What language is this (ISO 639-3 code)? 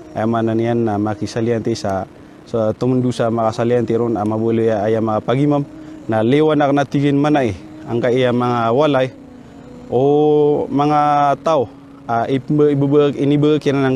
mrw